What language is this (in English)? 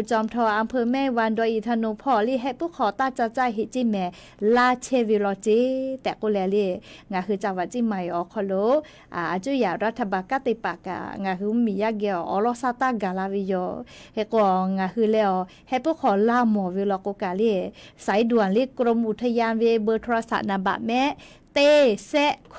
Lahu